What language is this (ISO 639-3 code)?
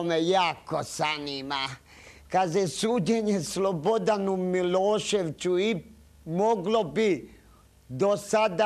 hrv